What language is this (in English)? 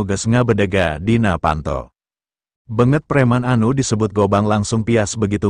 Sundanese